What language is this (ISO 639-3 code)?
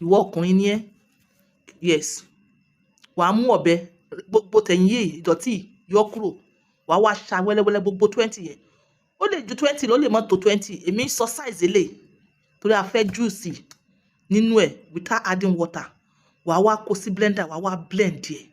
yor